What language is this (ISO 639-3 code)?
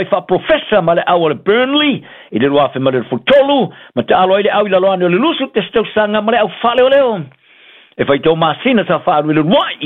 smo